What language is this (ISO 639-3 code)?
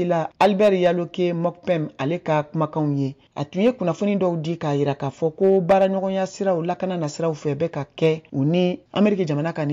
bam